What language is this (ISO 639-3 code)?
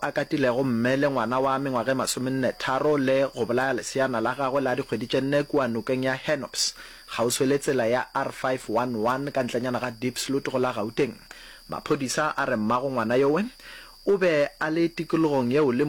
nso